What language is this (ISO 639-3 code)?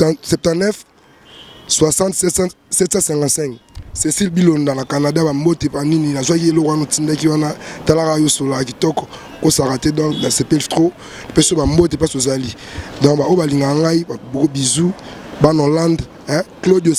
lin